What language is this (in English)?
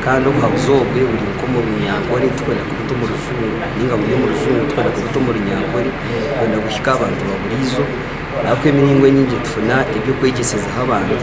Nyankole